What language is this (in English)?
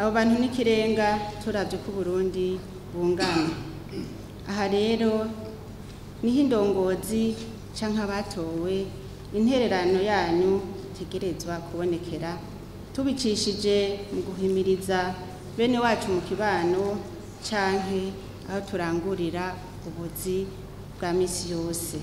Rundi